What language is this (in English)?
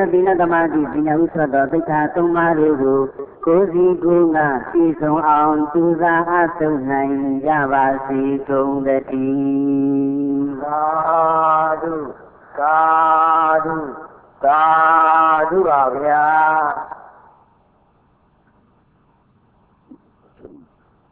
Burmese